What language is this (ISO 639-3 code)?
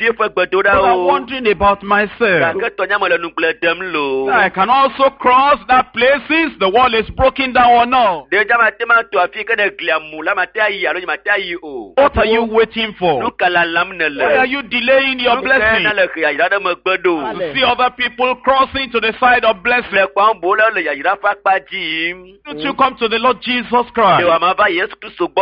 ewe